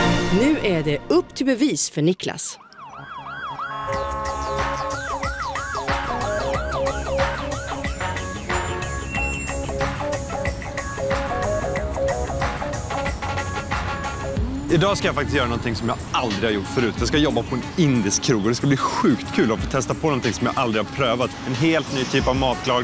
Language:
Swedish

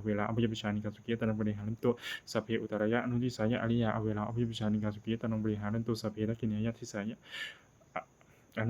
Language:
Pali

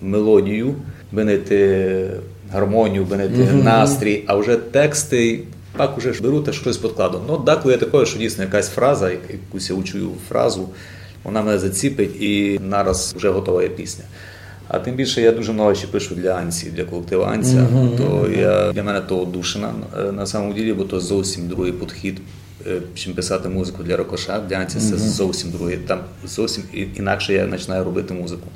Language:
Rusyn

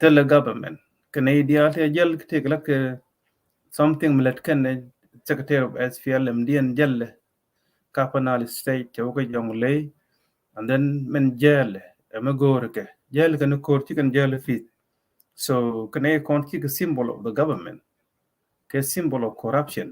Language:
Nuer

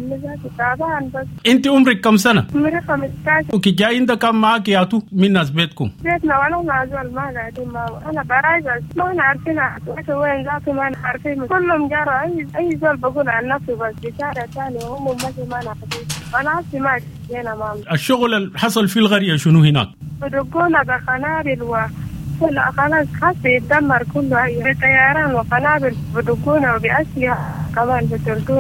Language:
Sudanese Arabic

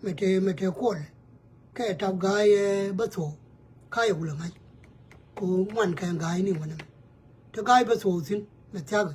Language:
Nuer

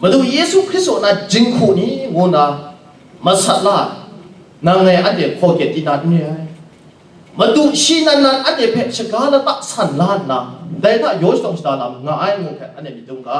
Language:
Kachin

